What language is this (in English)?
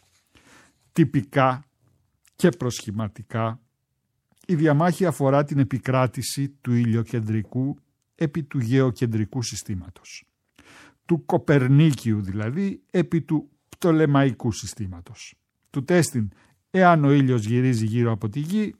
Greek